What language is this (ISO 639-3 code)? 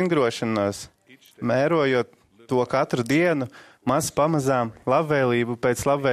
lav